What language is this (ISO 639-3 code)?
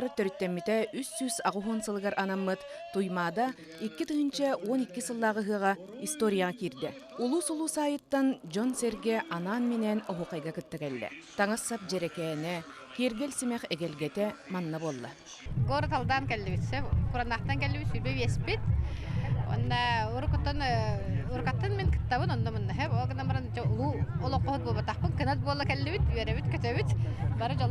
sah